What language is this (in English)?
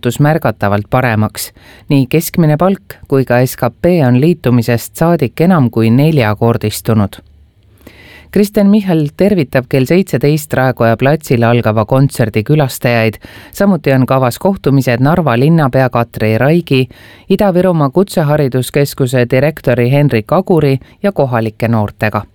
Estonian